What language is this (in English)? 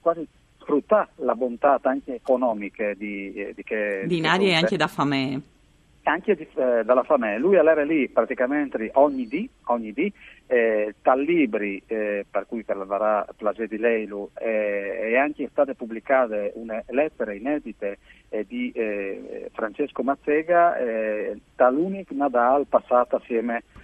Friulian